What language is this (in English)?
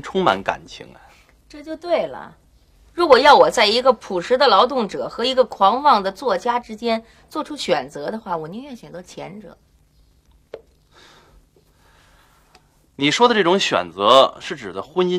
Chinese